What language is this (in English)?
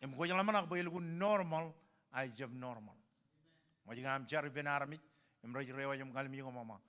Marshallese